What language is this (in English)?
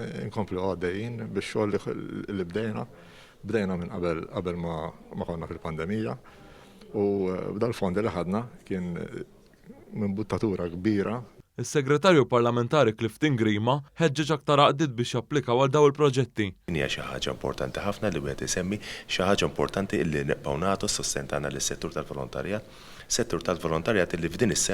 Maltese